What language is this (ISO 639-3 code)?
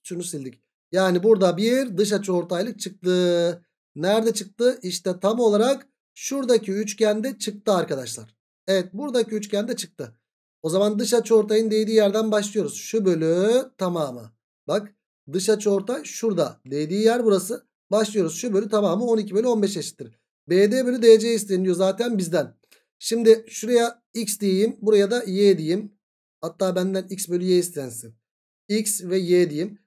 tur